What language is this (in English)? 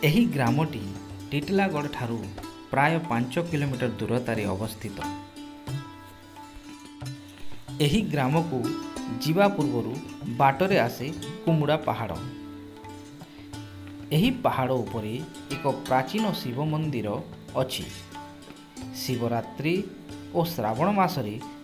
Odia